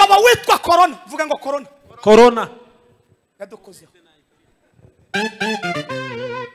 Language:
Kinyarwanda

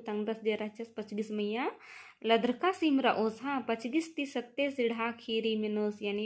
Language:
Kurukh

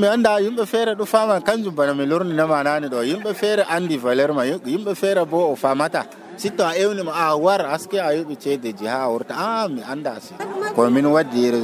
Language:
Nigerian Fulfulde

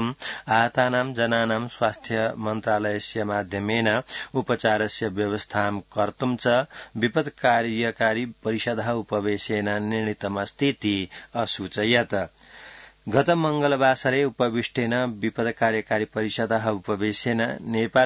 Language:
Sanskrit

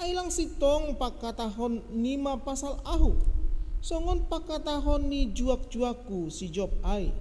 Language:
Batak Simalungun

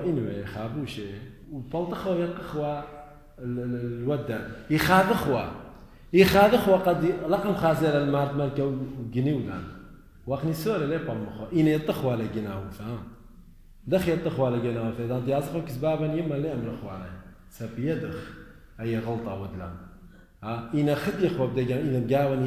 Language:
Assyrian Neo-Aramaic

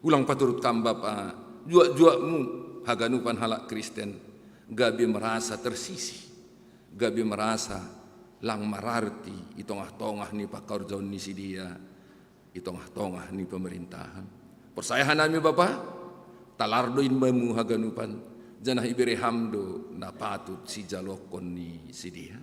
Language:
Batak Simalungun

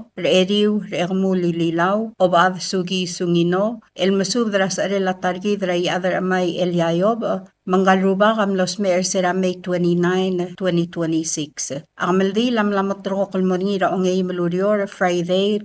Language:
Palauan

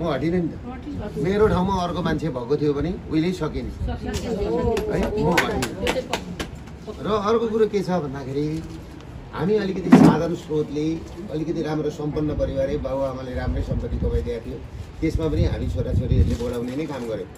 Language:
Nepali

